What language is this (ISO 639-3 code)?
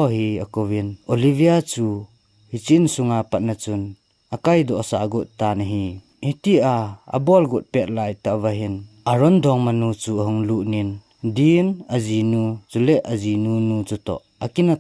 tcz